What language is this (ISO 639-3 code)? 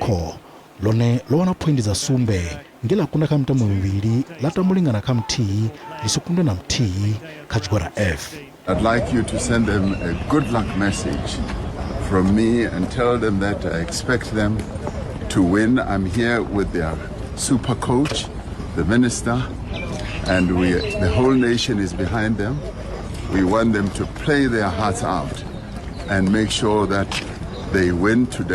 ven